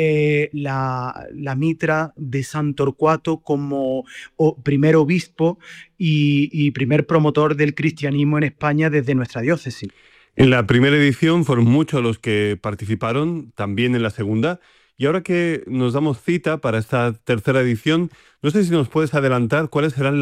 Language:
Spanish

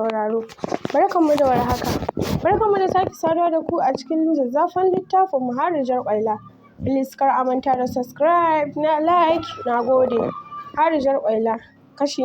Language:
Hausa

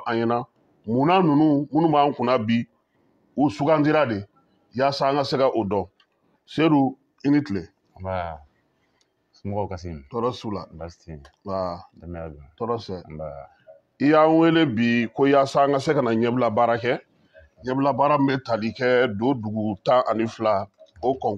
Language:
Bambara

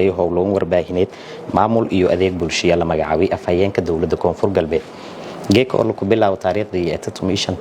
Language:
Somali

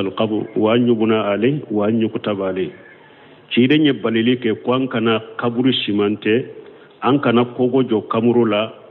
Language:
Bambara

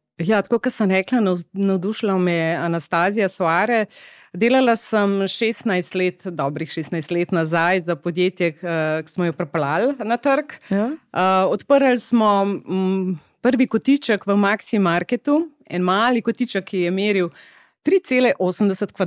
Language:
Slovenian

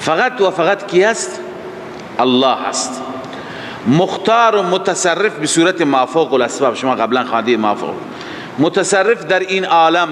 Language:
Persian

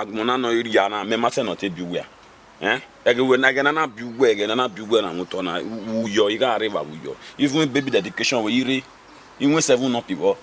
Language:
Bini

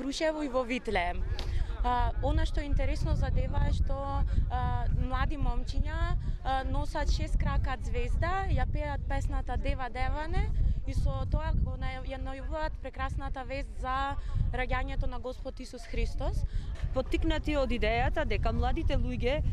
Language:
Macedonian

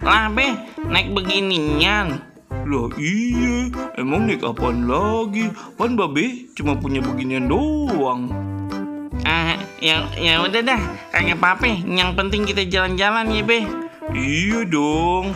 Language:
Betawi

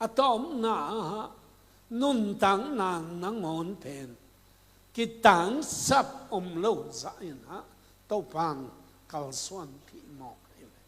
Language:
Tedim Chin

